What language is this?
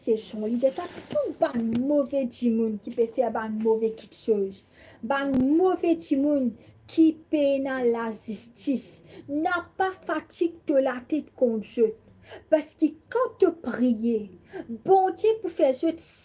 Morisyen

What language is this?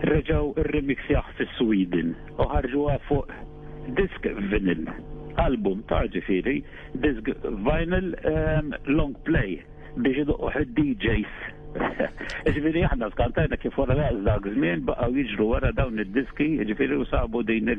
Maltese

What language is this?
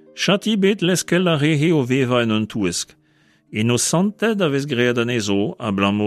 Breton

